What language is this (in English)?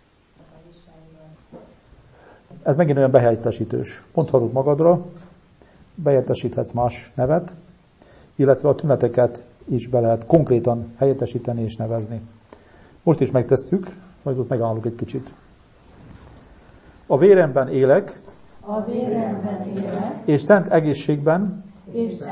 Hungarian